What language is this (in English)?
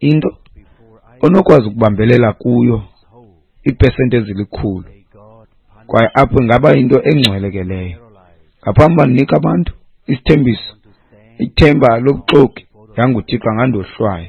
Xhosa